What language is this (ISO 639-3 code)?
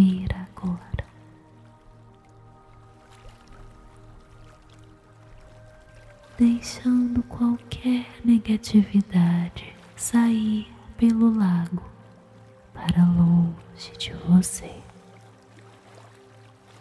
por